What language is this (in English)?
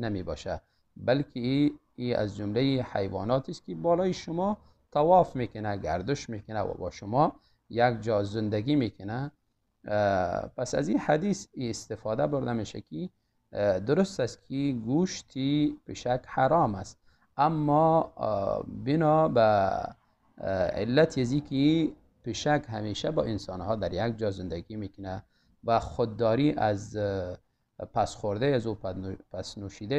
Tajik